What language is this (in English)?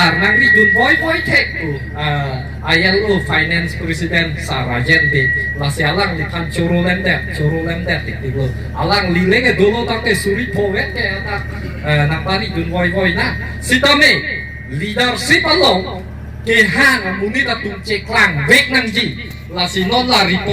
Karbi